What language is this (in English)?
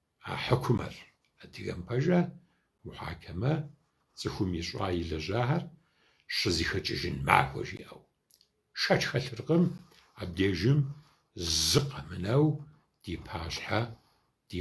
Kabardian